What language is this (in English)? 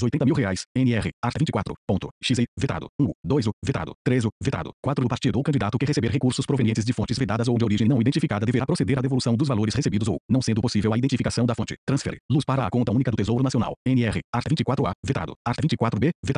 Portuguese